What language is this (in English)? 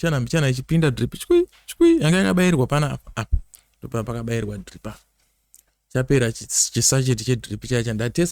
Shona